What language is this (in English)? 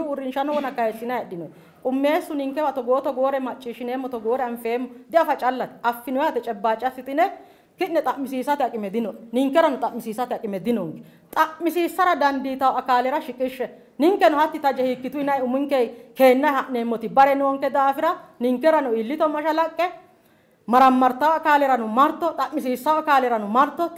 Sidamo